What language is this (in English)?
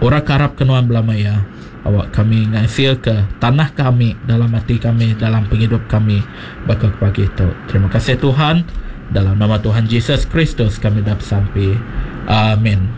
Iban